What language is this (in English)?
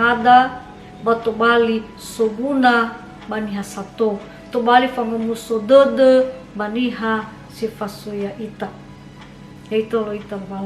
Nias